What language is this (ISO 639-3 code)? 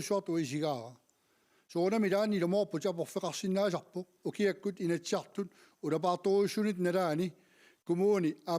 kal